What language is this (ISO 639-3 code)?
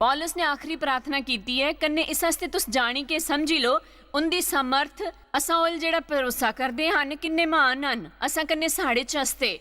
doi